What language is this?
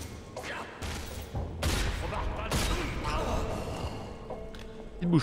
French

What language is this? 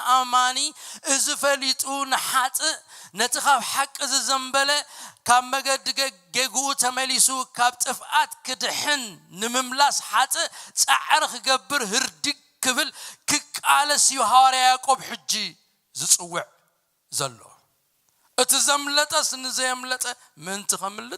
Tigrinya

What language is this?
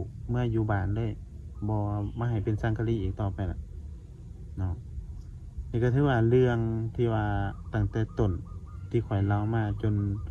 Northeastern Thai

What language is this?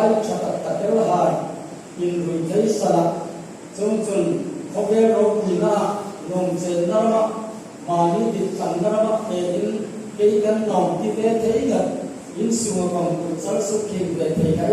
Hmar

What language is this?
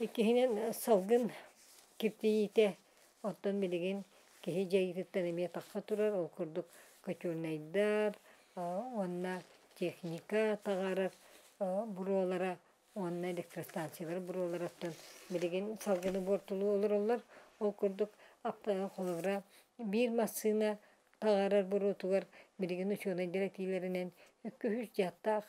Yakut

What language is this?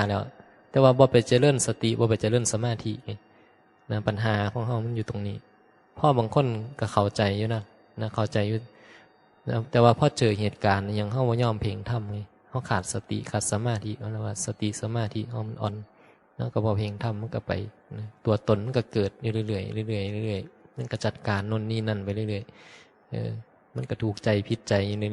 Northeastern Thai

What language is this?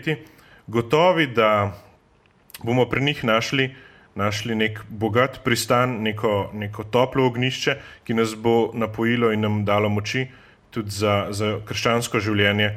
Slovenian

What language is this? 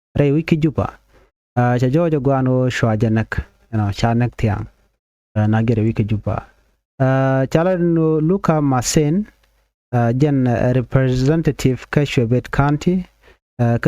Nuer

